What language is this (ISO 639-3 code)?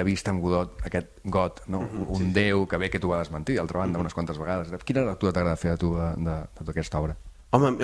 cat